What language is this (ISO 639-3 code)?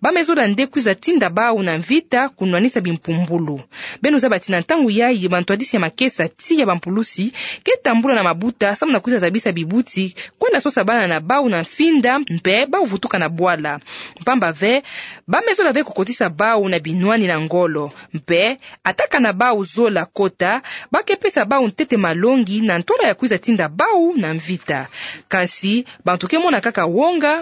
ktu